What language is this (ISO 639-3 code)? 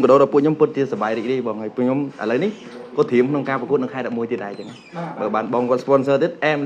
khm